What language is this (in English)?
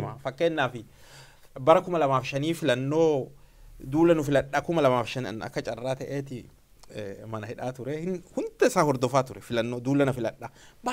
Oromo